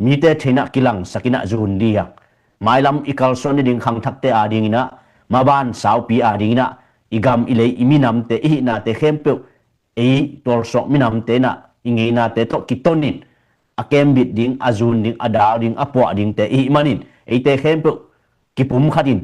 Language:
Tedim Chin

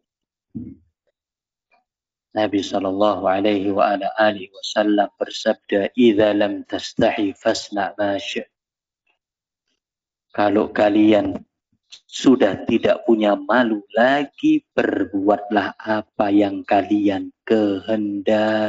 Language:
Indonesian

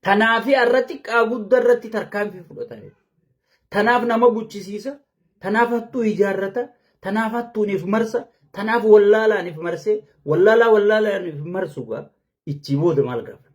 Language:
Oromo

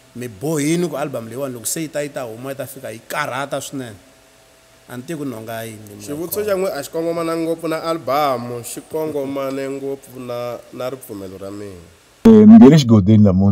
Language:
Tsonga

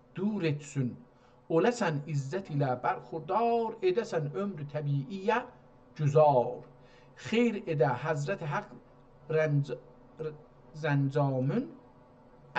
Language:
South Azerbaijani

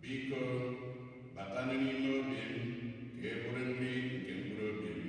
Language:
Igbo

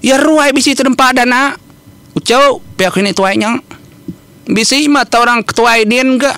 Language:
Iban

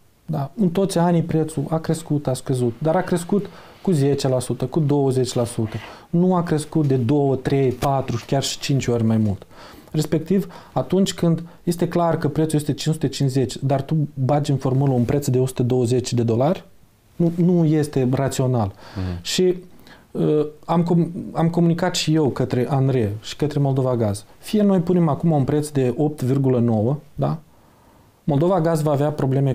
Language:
Romanian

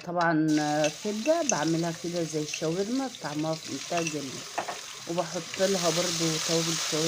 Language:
Egyptian Arabic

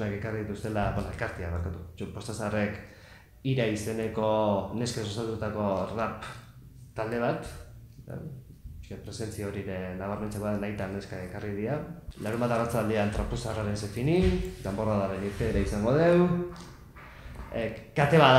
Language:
Basque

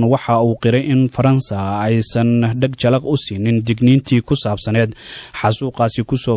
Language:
Somali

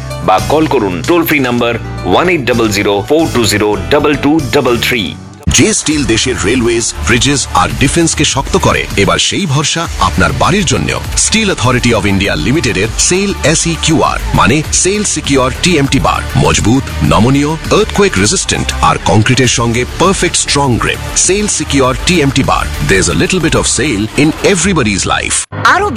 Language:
Bangla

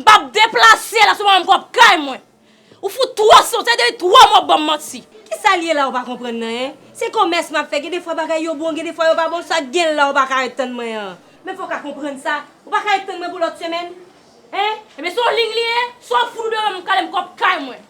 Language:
Haitian Creole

